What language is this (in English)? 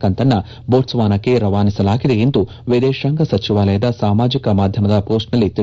Kannada